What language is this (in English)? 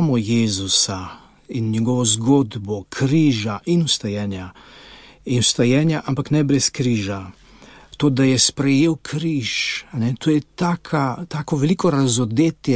Slovenian